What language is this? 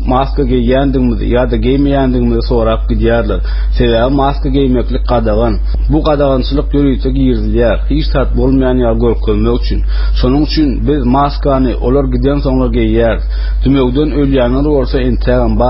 Turkmen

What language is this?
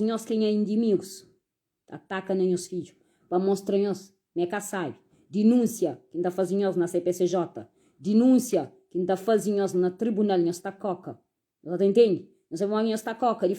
Kabuverdianu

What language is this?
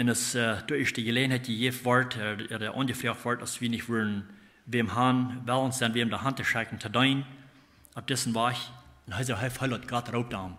Plautdietsch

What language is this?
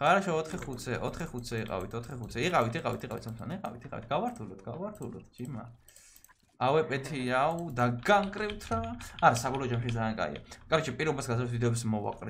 Georgian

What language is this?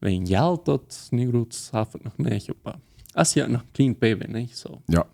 Plautdietsch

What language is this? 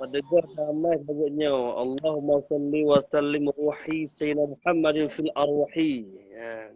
Achinese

